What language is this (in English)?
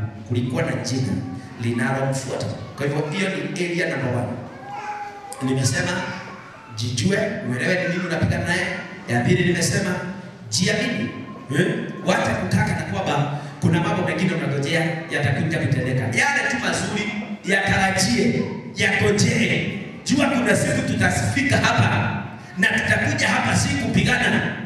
Swahili